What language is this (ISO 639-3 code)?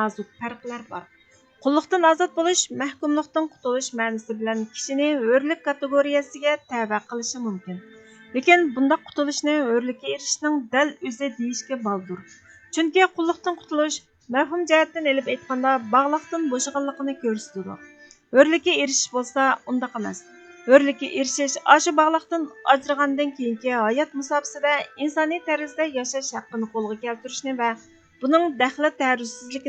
uig